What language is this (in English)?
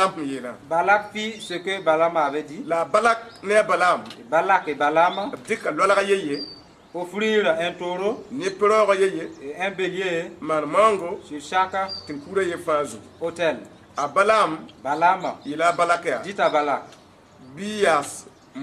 Mossi